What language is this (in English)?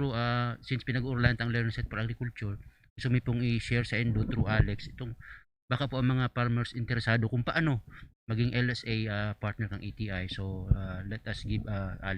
Bikol